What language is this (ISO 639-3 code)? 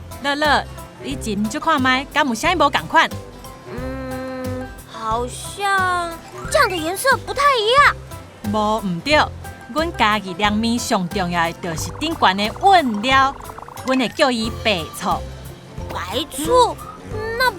nan